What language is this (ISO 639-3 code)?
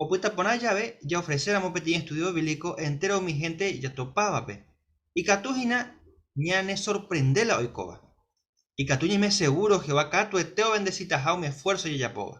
grn